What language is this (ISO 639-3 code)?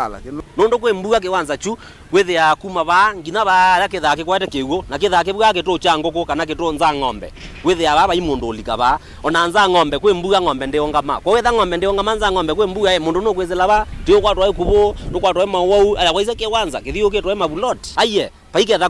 kam